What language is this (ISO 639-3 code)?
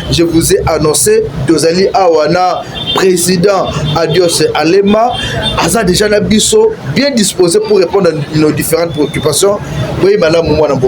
lin